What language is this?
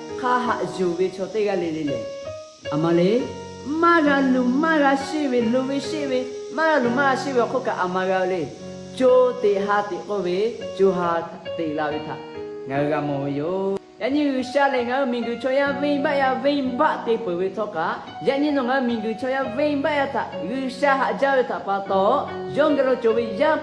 Lahu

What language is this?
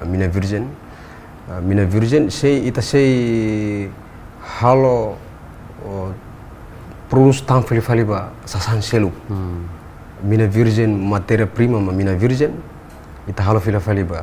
Tetum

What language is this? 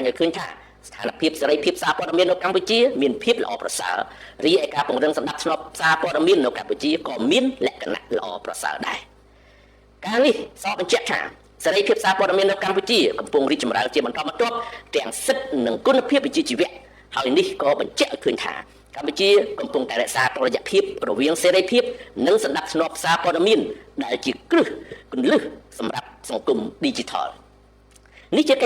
Khmer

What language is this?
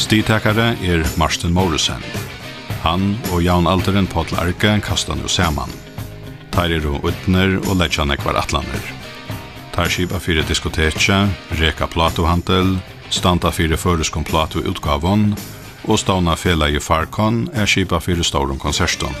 Faroese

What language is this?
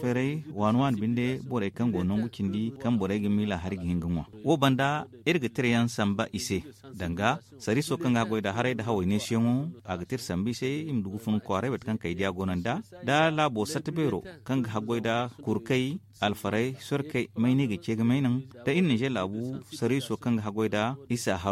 Zarma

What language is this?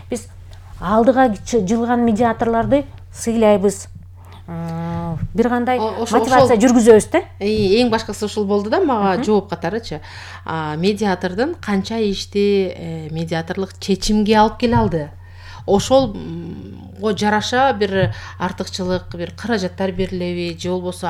Kyrgyz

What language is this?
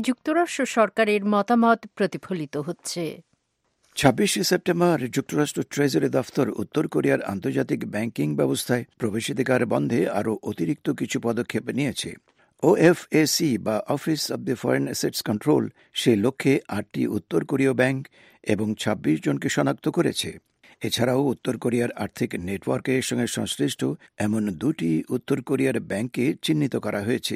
Bangla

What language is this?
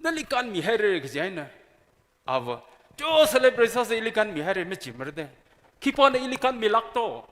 Tangkhul Naga (India)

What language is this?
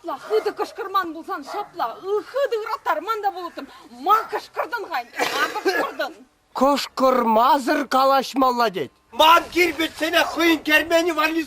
Chuvash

